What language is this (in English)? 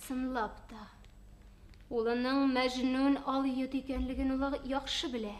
Bashkir